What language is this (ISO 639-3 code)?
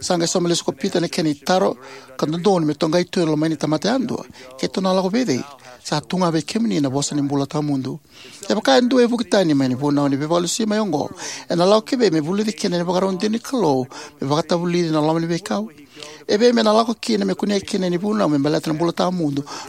fij